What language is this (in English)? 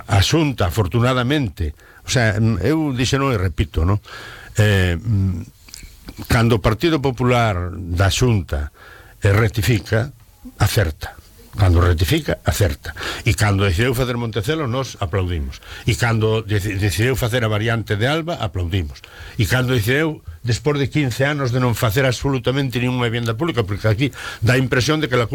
Galician